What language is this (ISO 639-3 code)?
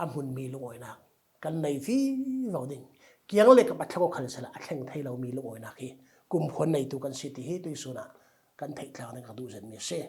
cfm